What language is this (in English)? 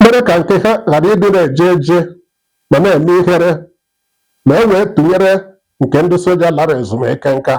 Igbo